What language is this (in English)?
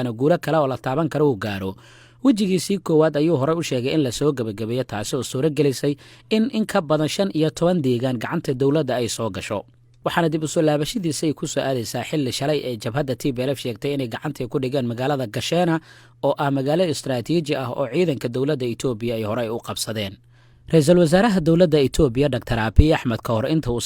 Somali